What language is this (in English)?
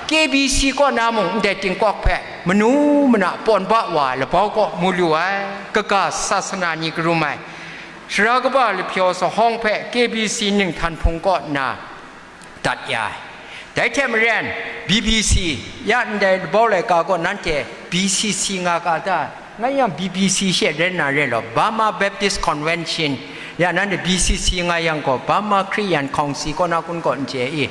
Kachin